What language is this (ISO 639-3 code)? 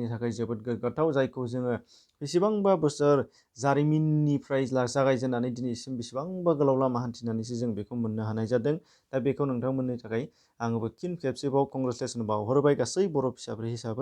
brx